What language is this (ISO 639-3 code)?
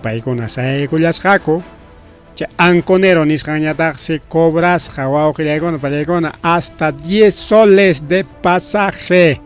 quy